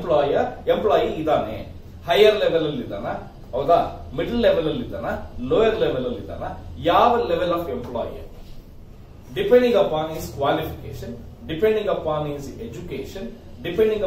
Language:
Kannada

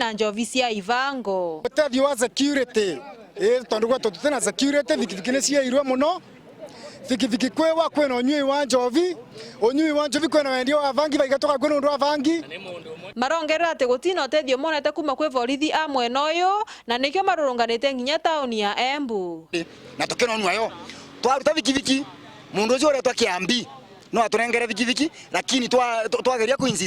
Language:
Meru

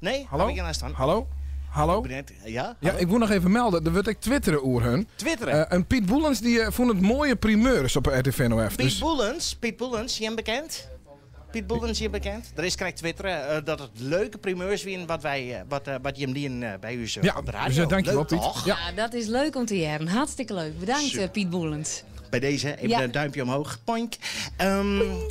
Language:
Western Frisian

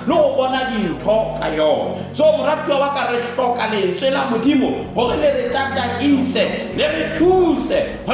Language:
Southern Sotho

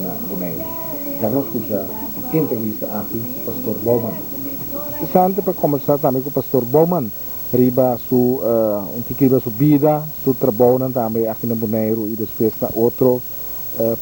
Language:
Papiamento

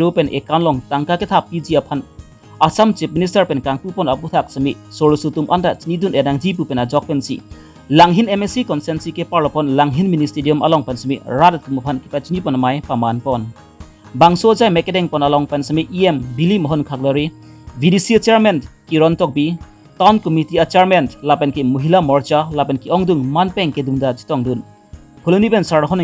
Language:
Karbi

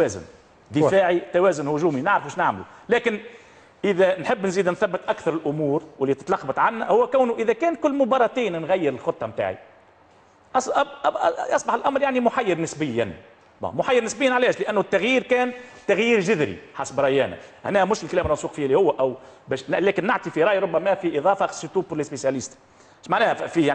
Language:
Tunisian Arabic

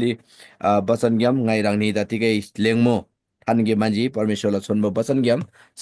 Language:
Eastern Tamang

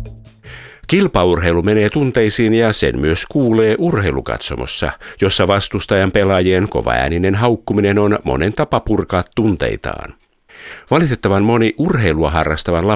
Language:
Finnish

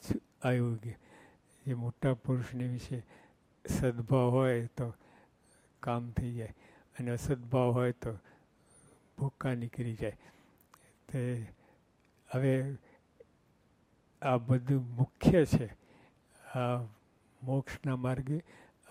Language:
Gujarati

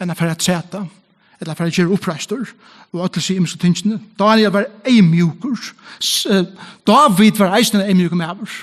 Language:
Faroese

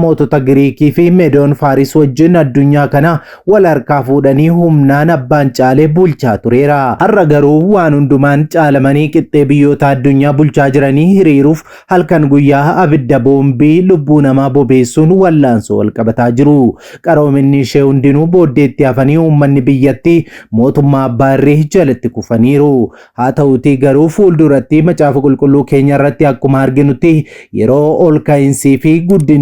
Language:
Oromo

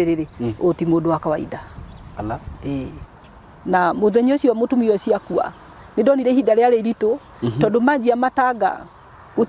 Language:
Kikuyu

